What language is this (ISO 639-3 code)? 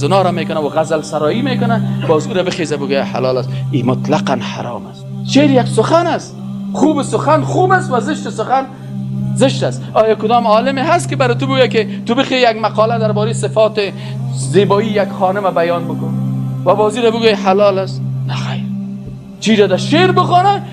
fas